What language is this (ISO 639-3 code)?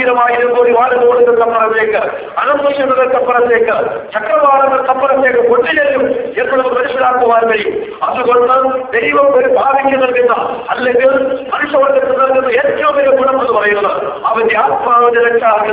mal